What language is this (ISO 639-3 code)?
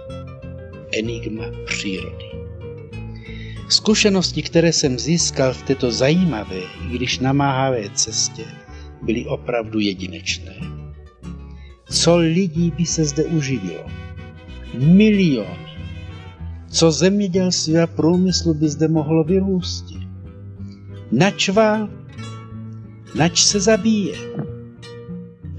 ces